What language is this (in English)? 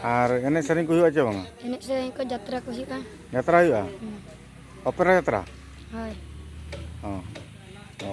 Santali